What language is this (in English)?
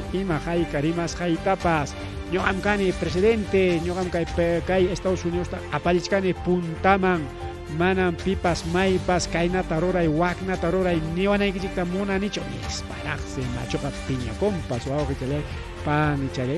Ayacucho Quechua